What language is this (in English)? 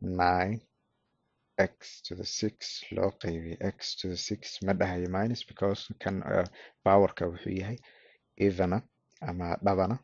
Somali